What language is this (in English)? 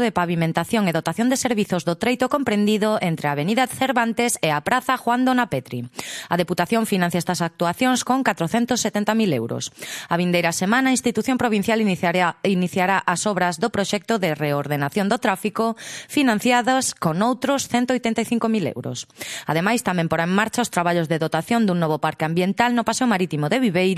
Galician